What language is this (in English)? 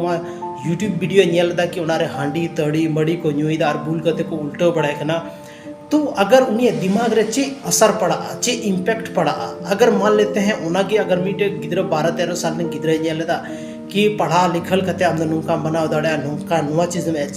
Santali